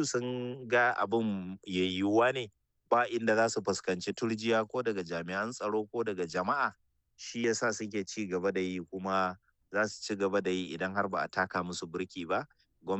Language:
Hausa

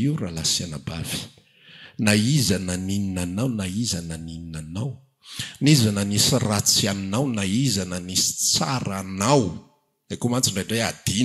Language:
Malagasy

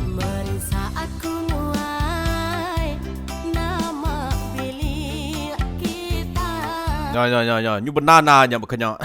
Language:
Iban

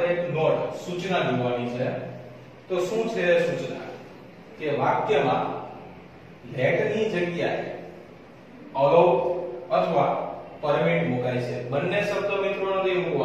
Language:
Gujarati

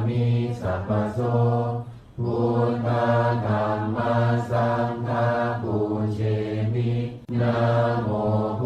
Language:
Pali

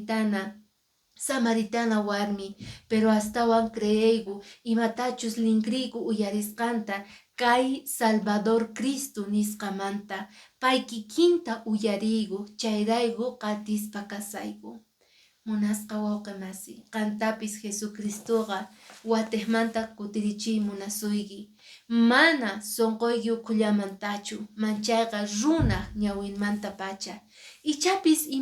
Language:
Quechua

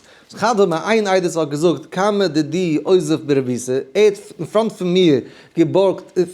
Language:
Yiddish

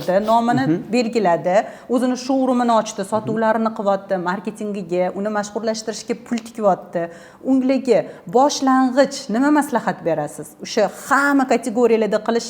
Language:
Uzbek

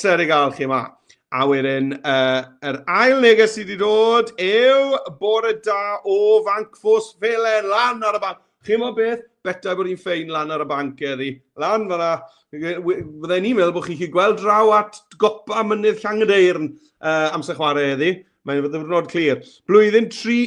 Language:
Welsh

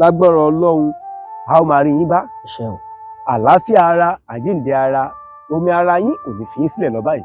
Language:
Yoruba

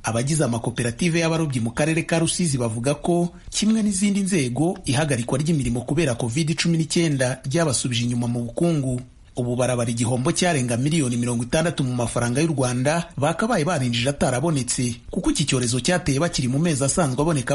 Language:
Kinyarwanda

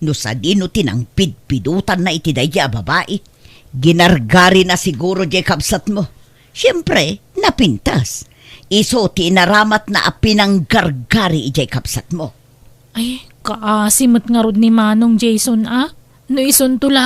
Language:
Iloko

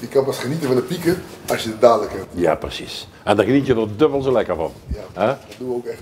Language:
Limburgish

